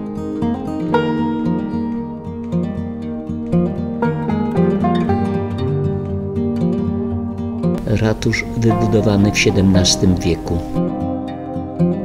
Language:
Polish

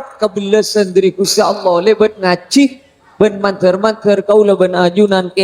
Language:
Madurese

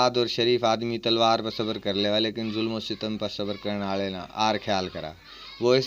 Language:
Haryanvi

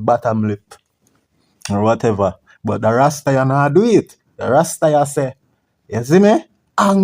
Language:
Jamaican Creole English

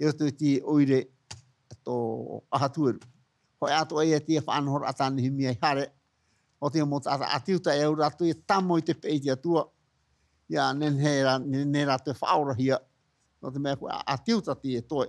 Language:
Tahitian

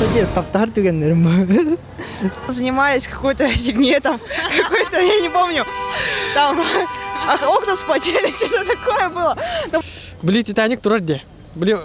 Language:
Yakut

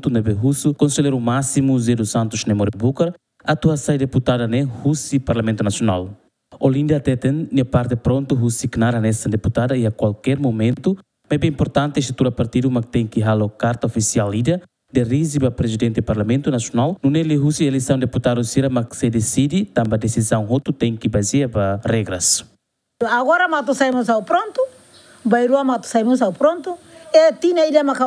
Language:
Tetum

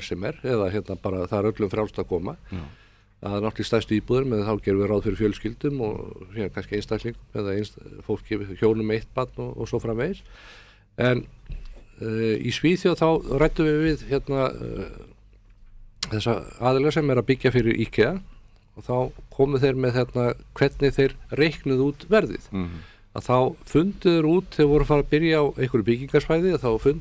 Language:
Icelandic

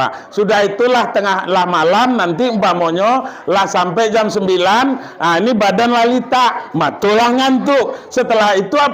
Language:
Minangkabau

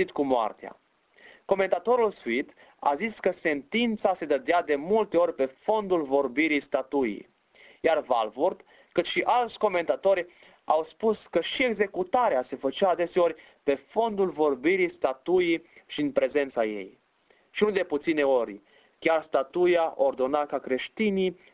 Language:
Romanian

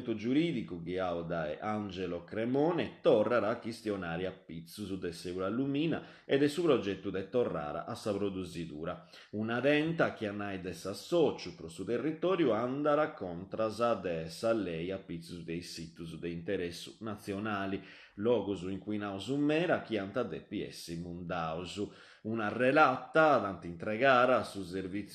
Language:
Sardinian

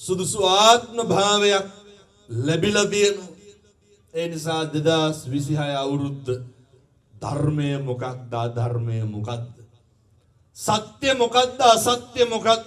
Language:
Sinhala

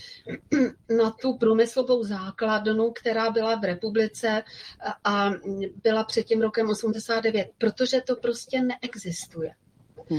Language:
Czech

